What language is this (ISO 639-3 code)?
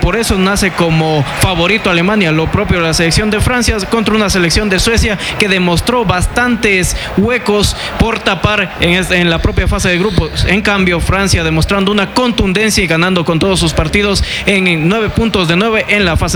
spa